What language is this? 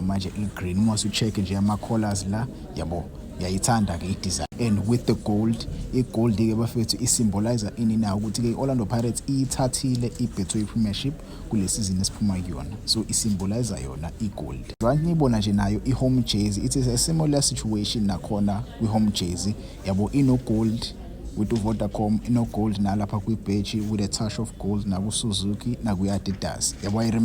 Zulu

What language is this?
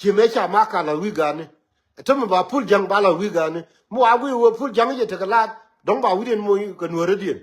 Nuer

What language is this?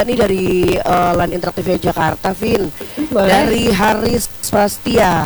Indonesian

